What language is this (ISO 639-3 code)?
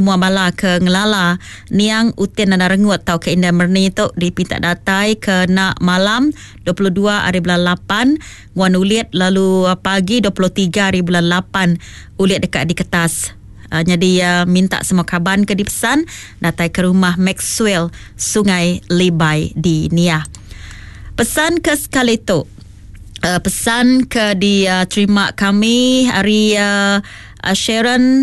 iba